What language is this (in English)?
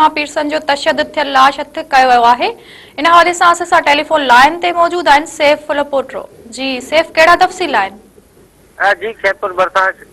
Sindhi